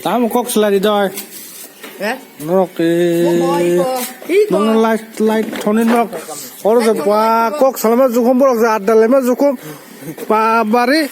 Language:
Kok Borok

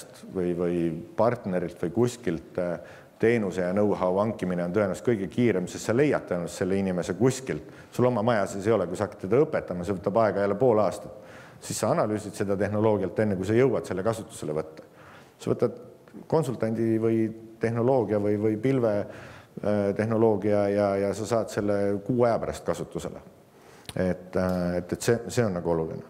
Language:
Estonian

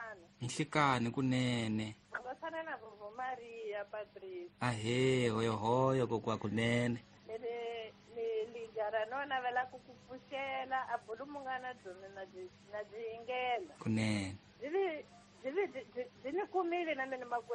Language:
Tsonga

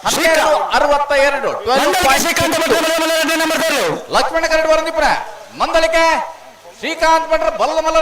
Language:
Tulu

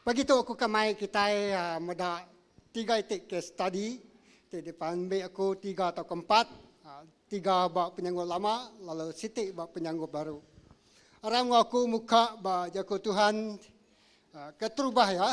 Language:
Iban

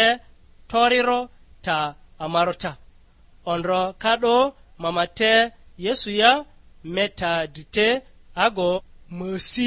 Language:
Lugbara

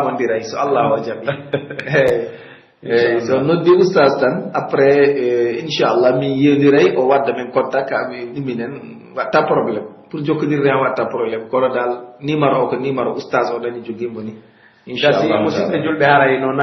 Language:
Pular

